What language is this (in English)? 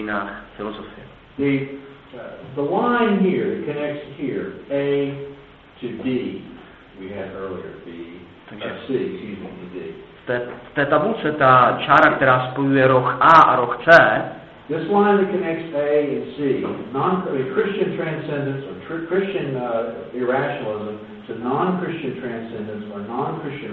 Czech